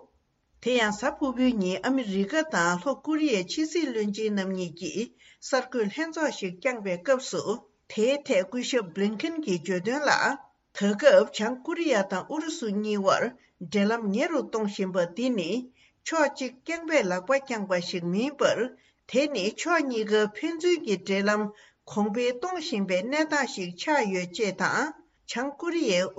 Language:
Tibetan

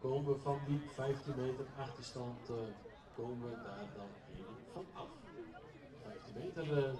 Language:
Western Frisian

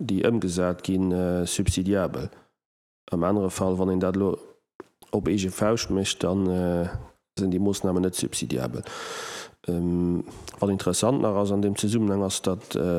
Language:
Luxembourgish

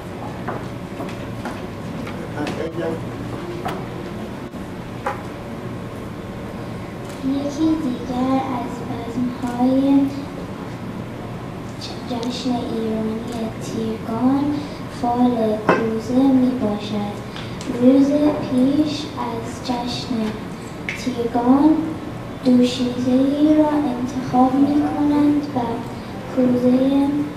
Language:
Persian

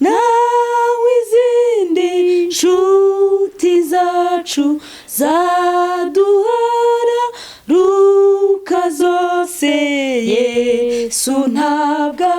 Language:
Kinyarwanda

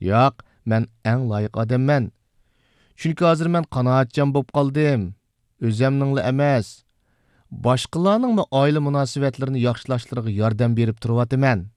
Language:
Uyghur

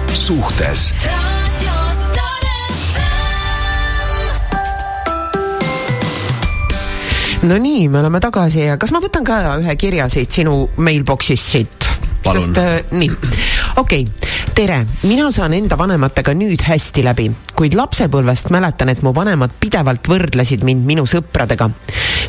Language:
Estonian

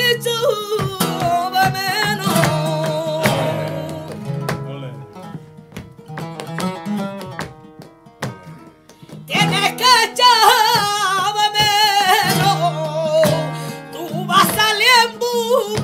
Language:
Hebrew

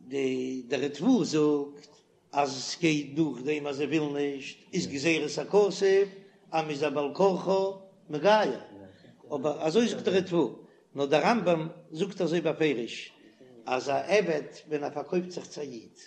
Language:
Yiddish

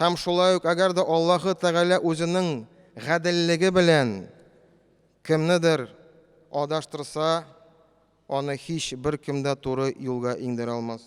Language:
Tatar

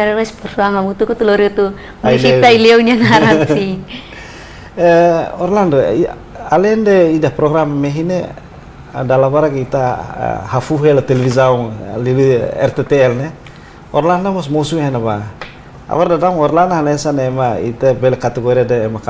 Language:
Tetum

